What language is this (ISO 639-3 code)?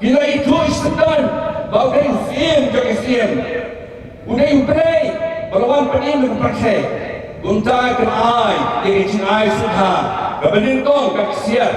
kha